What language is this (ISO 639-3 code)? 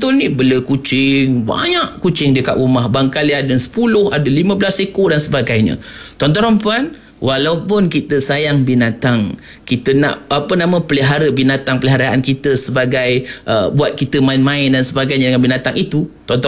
msa